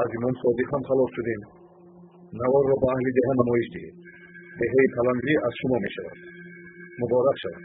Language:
Tajik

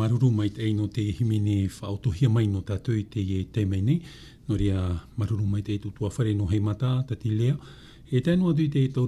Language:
Tahitian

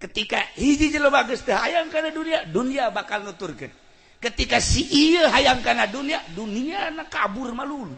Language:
Sundanese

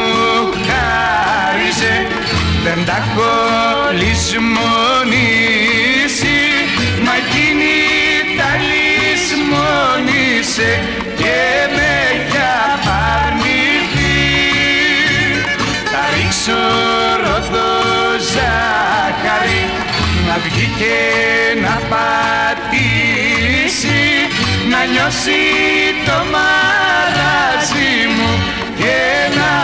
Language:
Greek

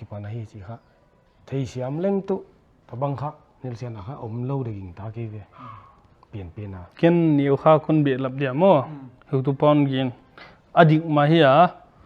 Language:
Paite Chin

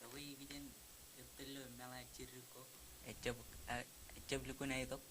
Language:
Marshallese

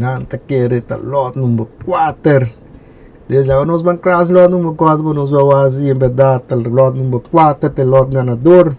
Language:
Papiamento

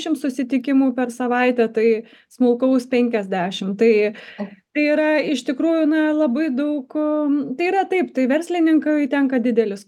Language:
Lithuanian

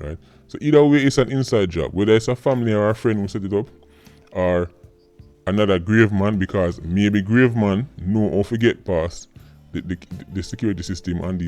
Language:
Jamaican Creole English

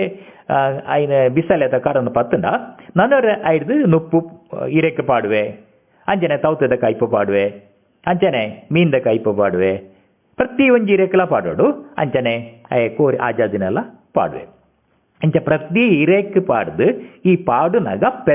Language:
Tulu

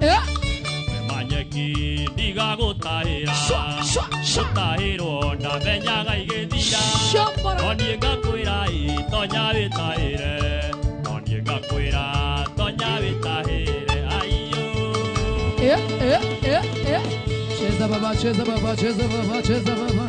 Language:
Kikuyu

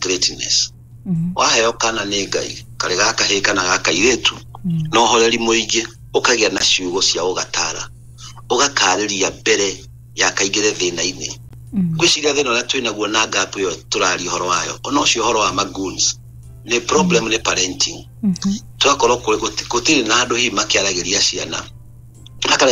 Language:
Kikuyu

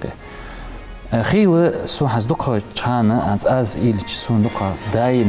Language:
Ingush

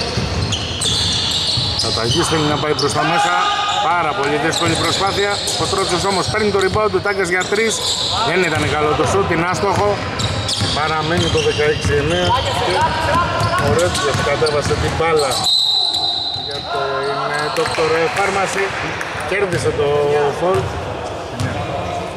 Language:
Greek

